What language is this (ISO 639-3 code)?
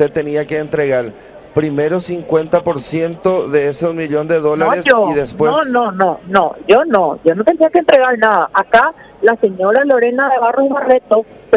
spa